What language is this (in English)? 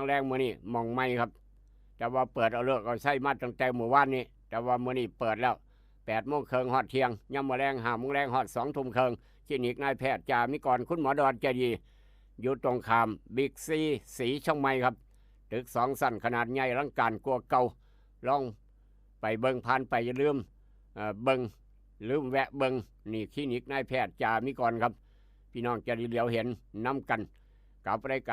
Northeastern Thai